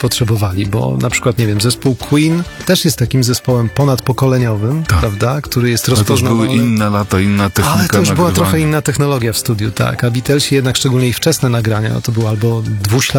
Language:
Polish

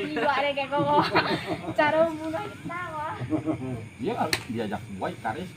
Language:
Minangkabau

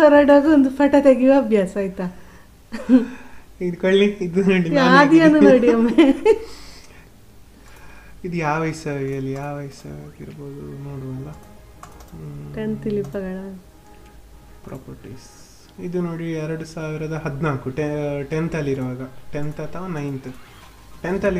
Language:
Kannada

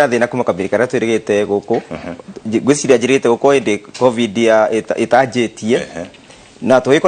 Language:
Kikuyu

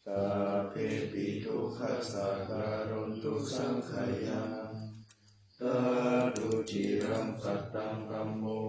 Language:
Pali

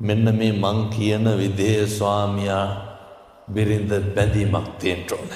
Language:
Sinhala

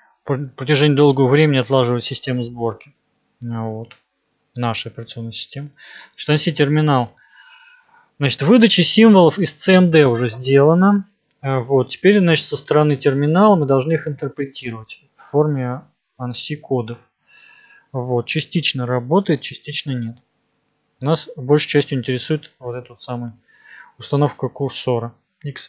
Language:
Russian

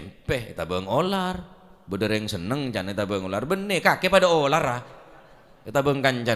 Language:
Madurese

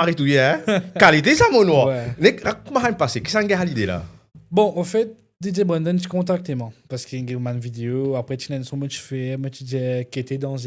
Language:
Morisyen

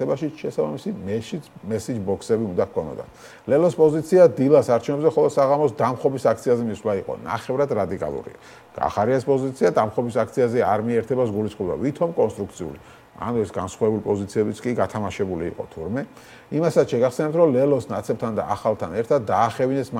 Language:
Georgian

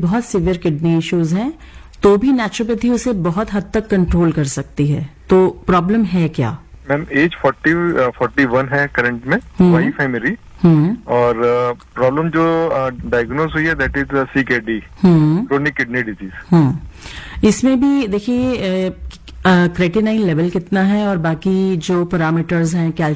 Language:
Hindi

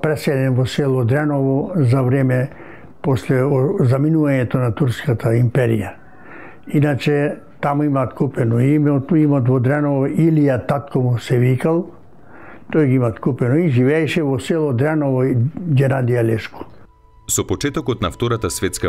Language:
Macedonian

